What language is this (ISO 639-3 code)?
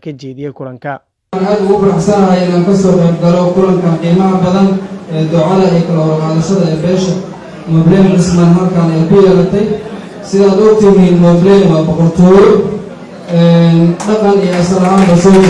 som